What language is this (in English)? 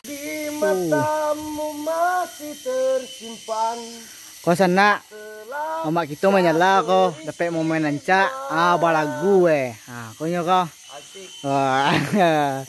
Minangkabau